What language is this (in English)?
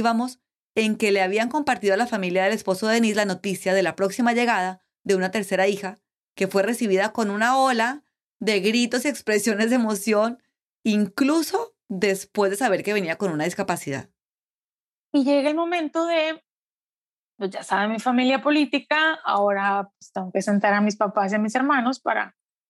Spanish